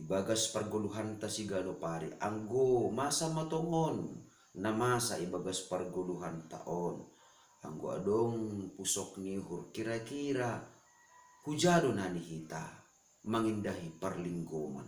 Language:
Batak Simalungun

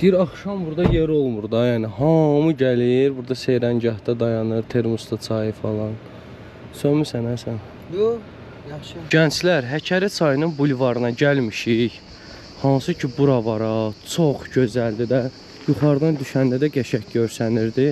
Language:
Azerbaijani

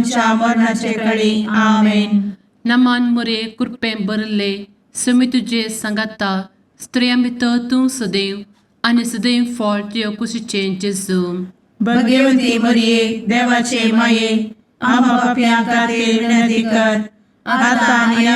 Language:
Konkani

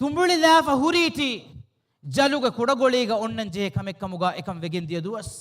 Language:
Divehi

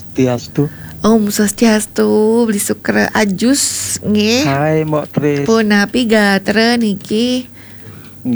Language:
Balinese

